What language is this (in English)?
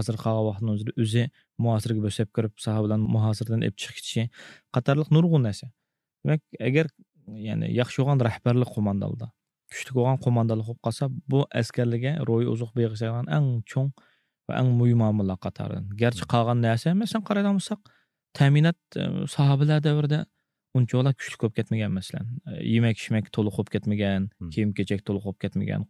Uyghur